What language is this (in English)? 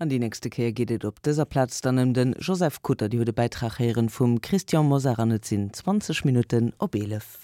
Luxembourgish